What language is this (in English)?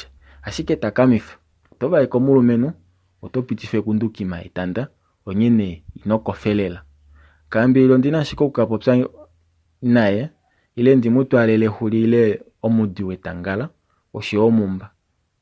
Kuanyama